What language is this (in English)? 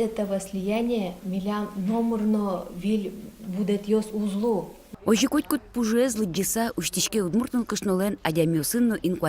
Udmurt